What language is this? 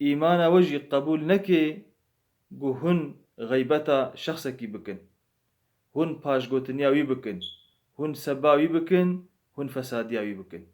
Kurdish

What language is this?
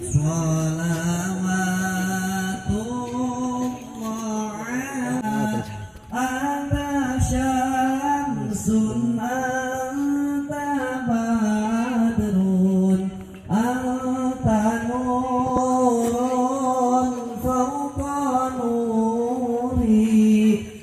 Sundanese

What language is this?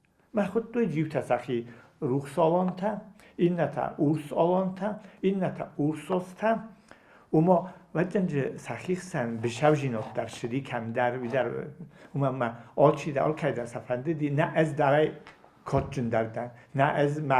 Ossetic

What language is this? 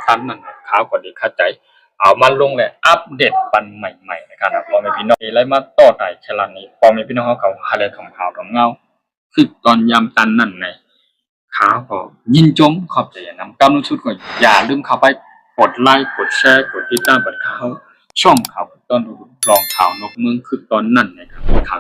Shan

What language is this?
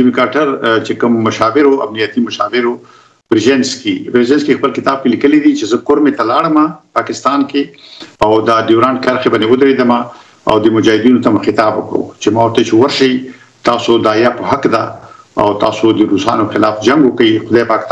Pashto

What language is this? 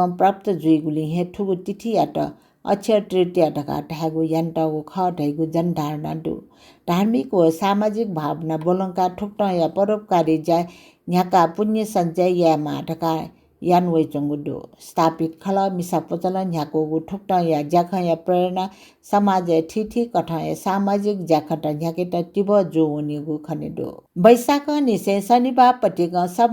Newari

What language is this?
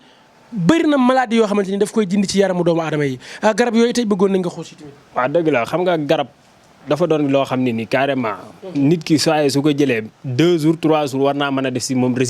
Wolof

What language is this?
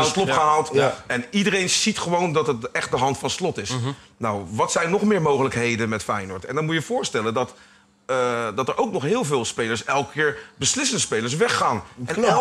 Dutch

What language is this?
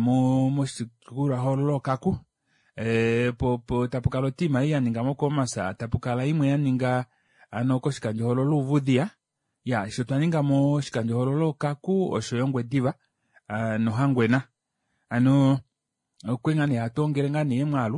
Kuanyama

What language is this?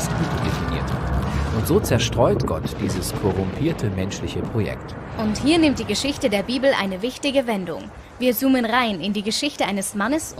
Swiss German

